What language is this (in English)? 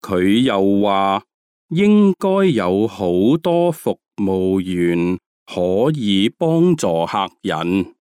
Cantonese